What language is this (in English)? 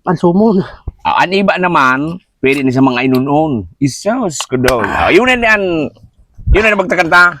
Bikol